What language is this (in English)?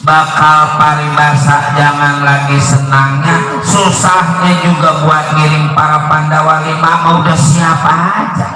Betawi